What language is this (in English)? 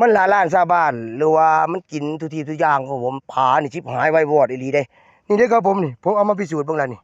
Northeastern Thai